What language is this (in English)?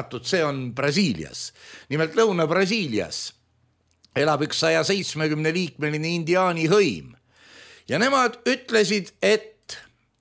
Estonian